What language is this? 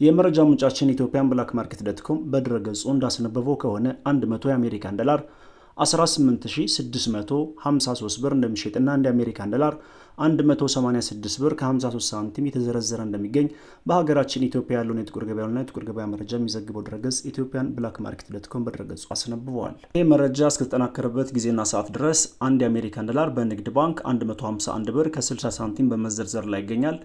Amharic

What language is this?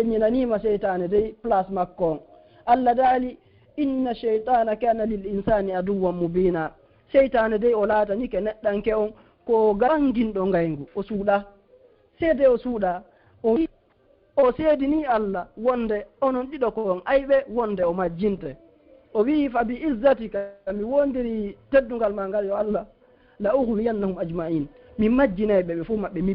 Fula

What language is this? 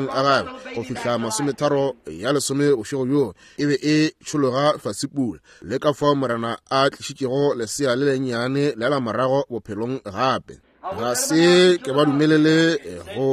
Northern Sotho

